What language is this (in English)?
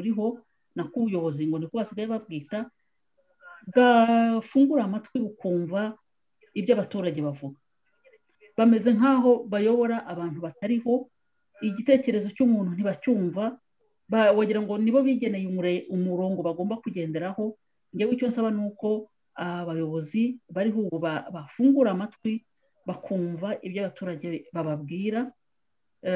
Kinyarwanda